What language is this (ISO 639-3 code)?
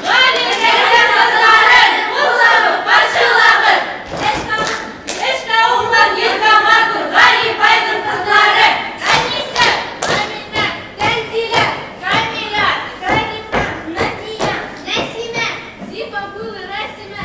bak